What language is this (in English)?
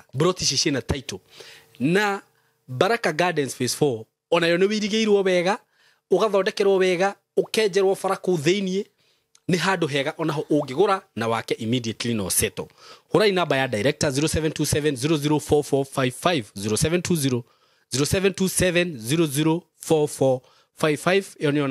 Kikuyu